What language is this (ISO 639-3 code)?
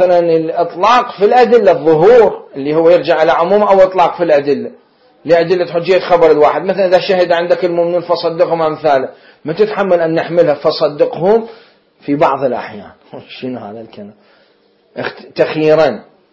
acm